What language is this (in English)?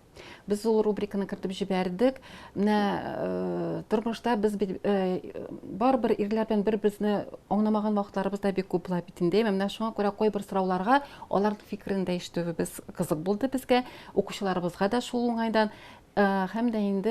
Tatar